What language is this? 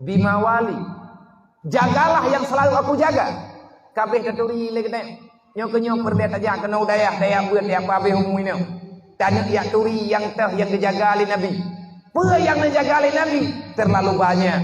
Achinese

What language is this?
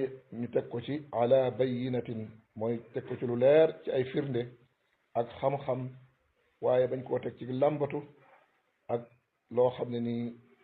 Wolof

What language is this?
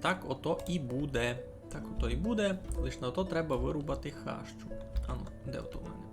Rusyn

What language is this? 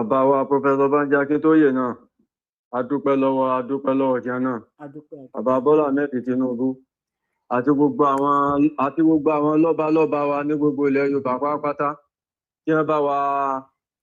Yoruba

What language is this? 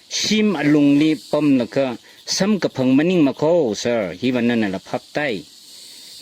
Tangkhul Naga (India)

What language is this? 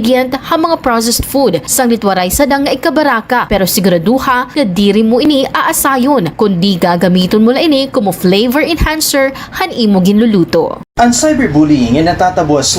Waray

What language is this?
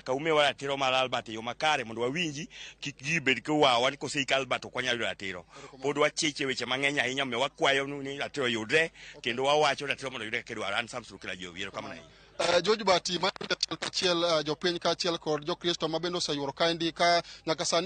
Luo (Kenya and Tanzania)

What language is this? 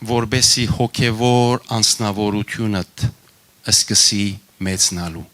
Western Armenian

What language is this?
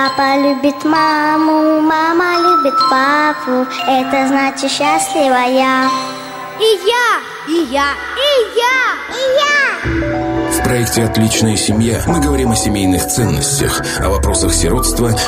Russian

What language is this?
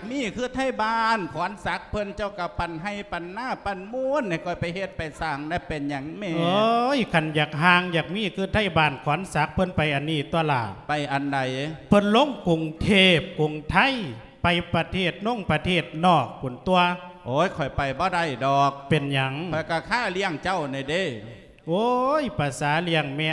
Lao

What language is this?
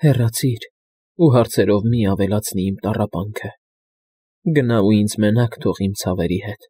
Armenian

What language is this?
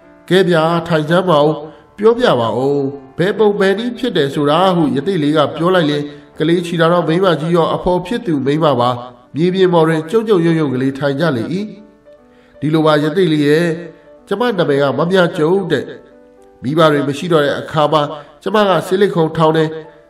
Burmese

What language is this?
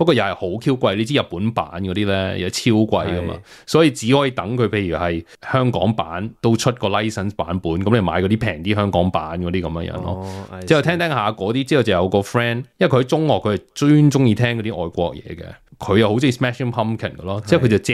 Cantonese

